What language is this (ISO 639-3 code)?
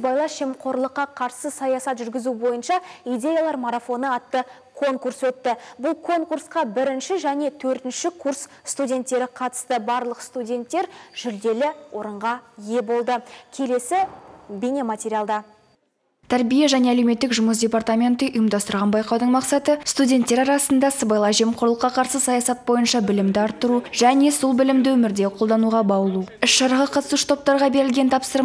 kaz